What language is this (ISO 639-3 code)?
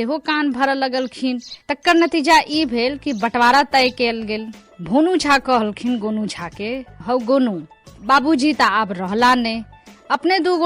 mai